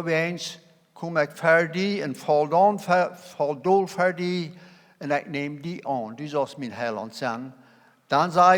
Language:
Plautdietsch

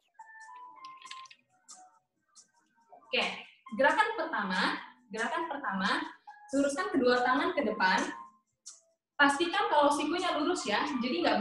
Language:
Indonesian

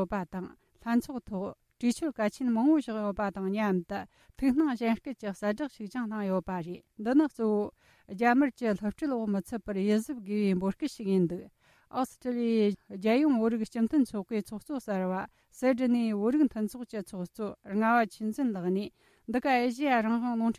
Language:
Tibetan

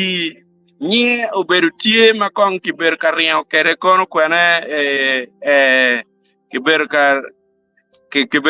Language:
Acoli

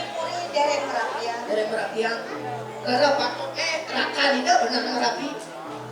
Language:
Balinese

